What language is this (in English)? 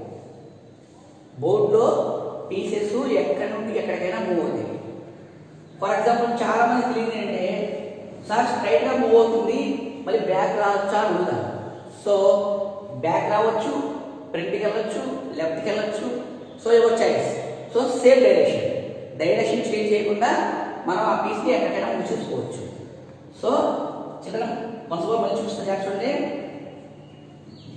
Telugu